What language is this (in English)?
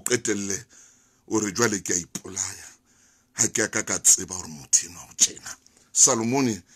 Southern Sotho